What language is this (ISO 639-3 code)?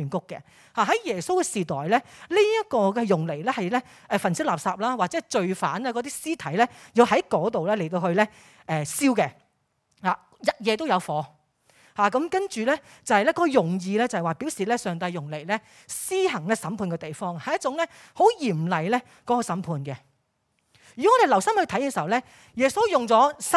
yue